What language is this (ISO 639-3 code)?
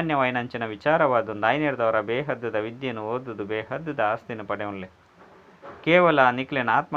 tcy